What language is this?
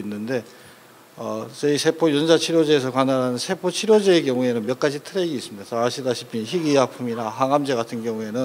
Korean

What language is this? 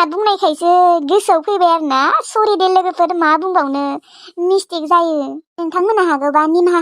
Bodo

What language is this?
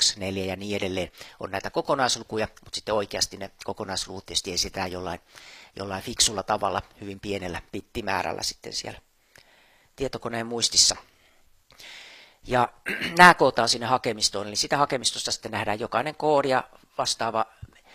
Finnish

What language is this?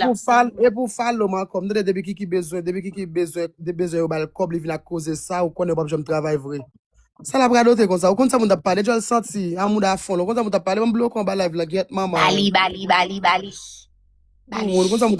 Haitian Creole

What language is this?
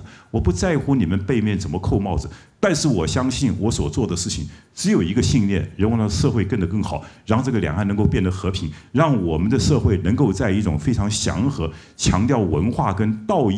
Chinese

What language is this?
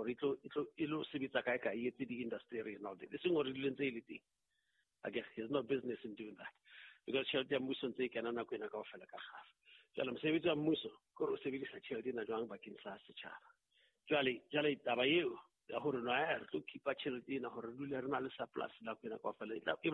Southern Sotho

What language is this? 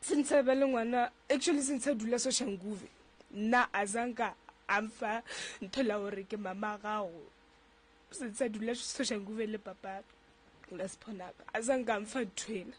Northern Sotho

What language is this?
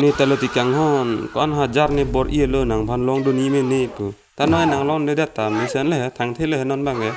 Karbi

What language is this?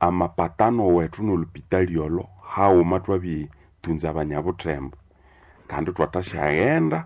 Nande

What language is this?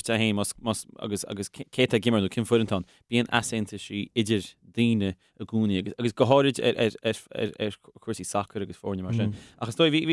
Irish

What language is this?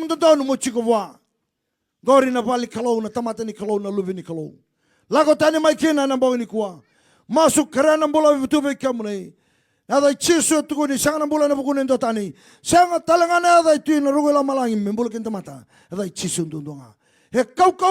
Fijian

